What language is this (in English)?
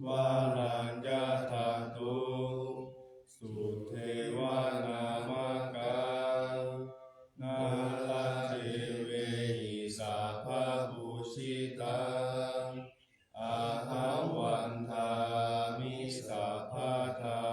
Pali